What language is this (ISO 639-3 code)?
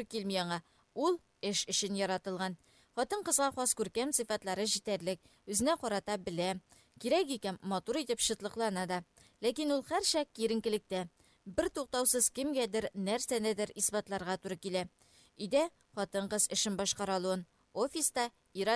tat